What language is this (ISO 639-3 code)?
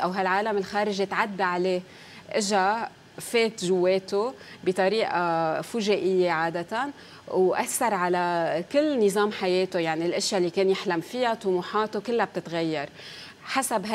apc